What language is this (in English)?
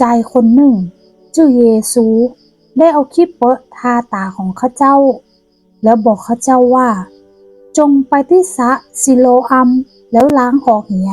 Northern Thai